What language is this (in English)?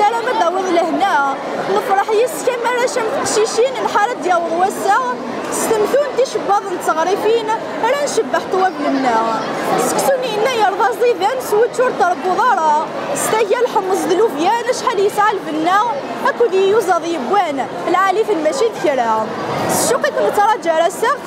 Kabyle